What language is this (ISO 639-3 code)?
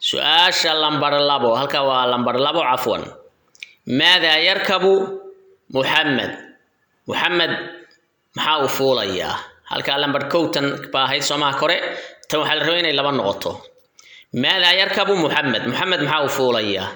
som